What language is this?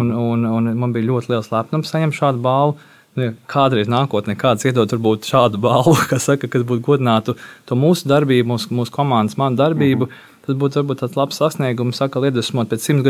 Latvian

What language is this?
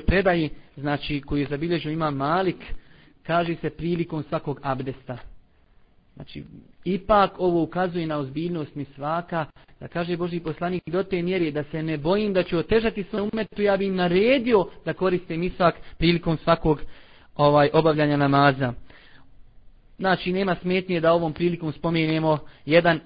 Bosnian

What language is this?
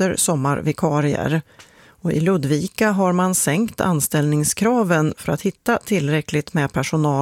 Swedish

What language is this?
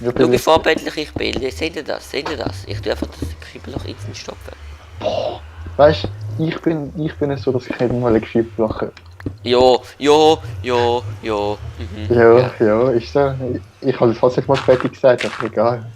Swiss German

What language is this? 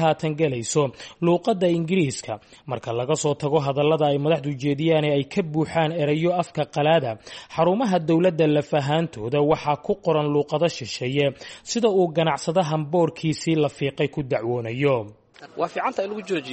Somali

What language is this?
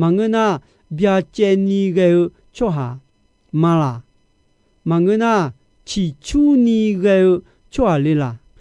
Akha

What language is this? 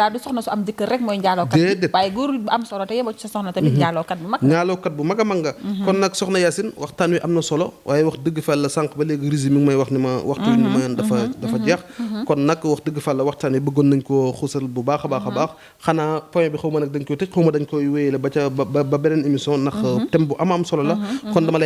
Wolof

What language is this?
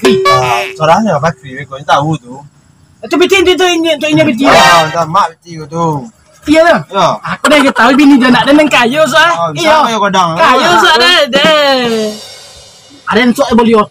Minangkabau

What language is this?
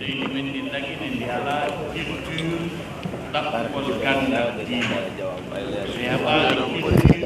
Fula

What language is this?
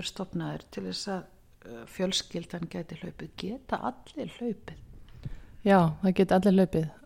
Icelandic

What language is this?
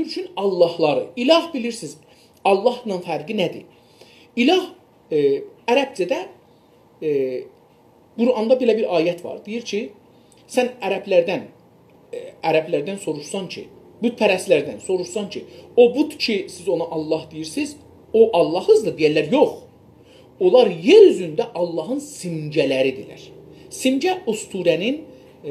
South Azerbaijani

